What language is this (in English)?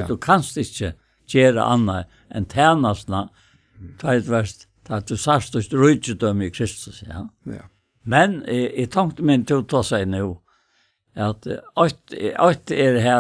Faroese